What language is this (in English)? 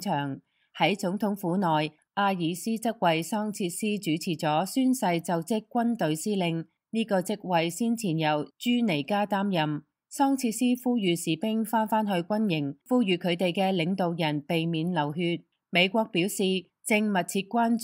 Cantonese